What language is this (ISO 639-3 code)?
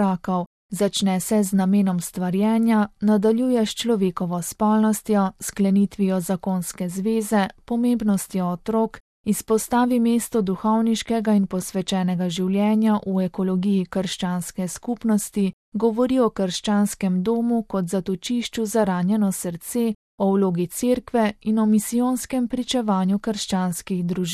slv